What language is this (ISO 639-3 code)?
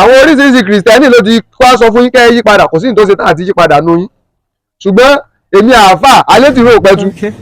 yor